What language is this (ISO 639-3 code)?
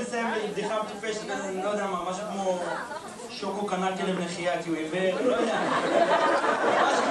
heb